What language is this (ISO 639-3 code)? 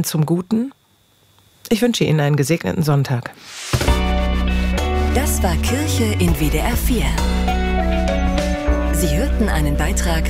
deu